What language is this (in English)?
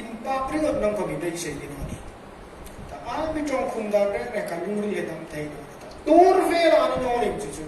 Hmar